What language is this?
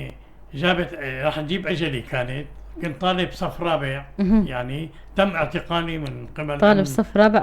North Levantine Arabic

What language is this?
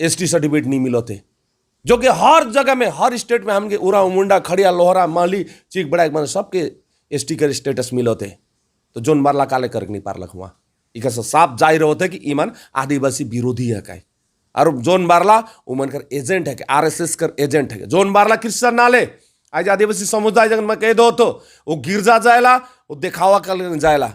Sadri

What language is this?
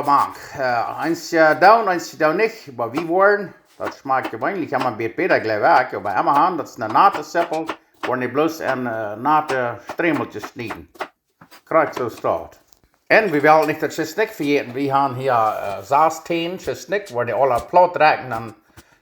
Plautdietsch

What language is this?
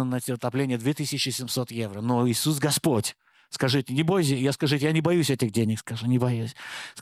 Russian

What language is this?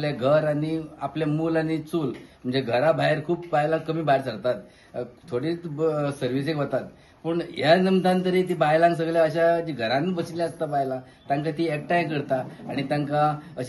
Konkani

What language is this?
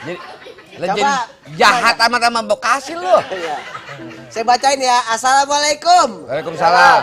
Betawi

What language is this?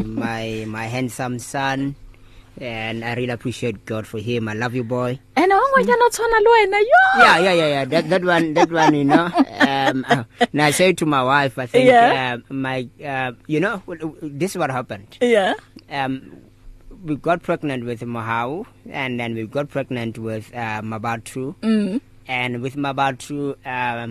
English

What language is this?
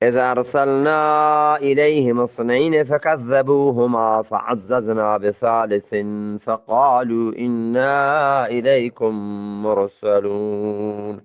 Eastern Balochi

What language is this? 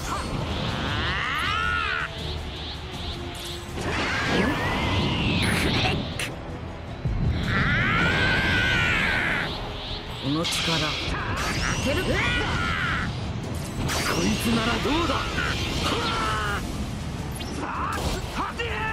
Japanese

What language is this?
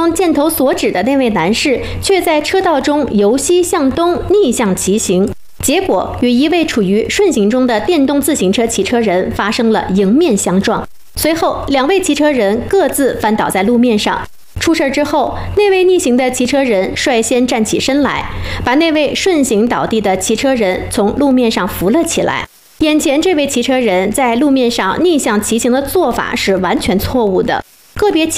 Chinese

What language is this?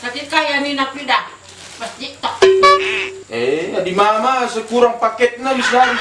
Batak Karo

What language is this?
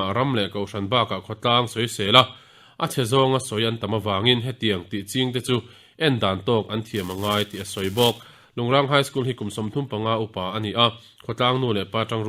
Mizo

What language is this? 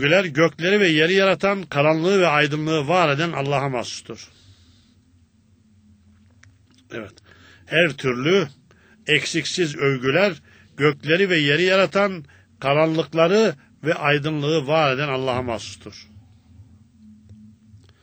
Turkish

